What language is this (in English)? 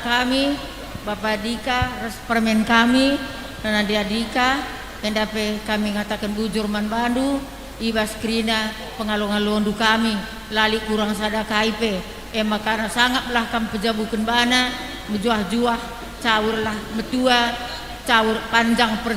Batak Karo